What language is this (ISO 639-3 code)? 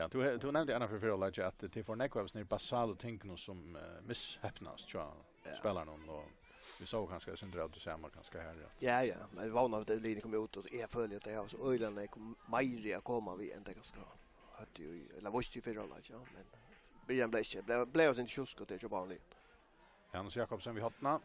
fao